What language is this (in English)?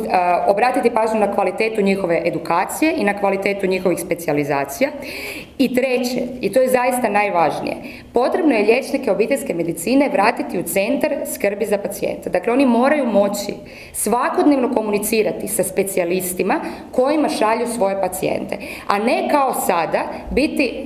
Croatian